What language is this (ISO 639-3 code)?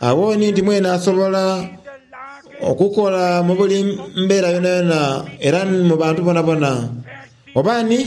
xog